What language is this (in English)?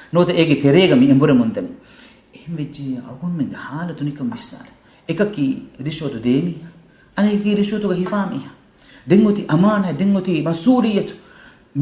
Divehi